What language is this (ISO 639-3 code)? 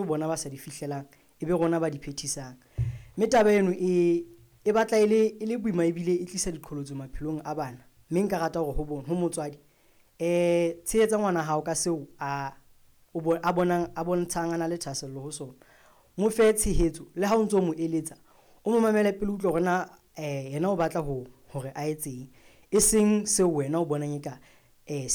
sot